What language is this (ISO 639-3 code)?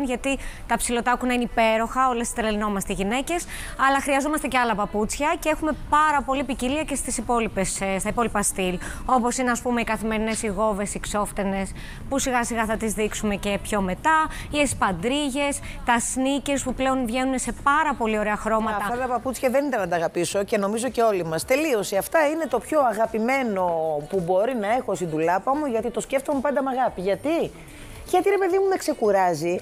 ell